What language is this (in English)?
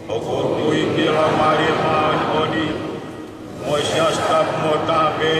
Tongan